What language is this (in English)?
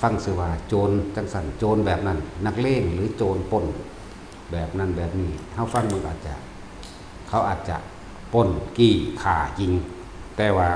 Lao